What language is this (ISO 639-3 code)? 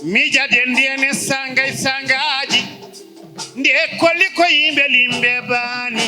ful